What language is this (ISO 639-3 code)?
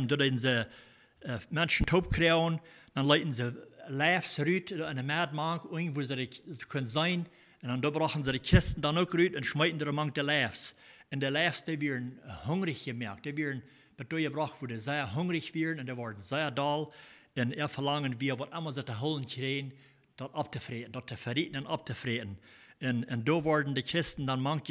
pdt